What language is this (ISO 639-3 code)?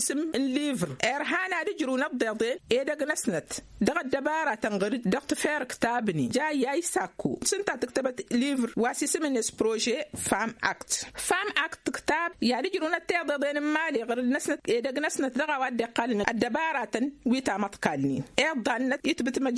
taq